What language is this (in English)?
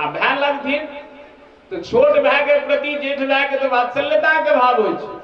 Maithili